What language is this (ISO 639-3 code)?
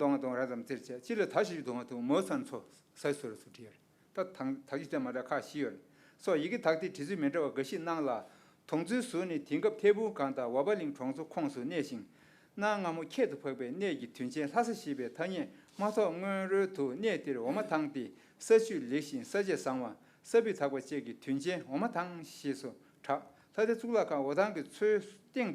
bod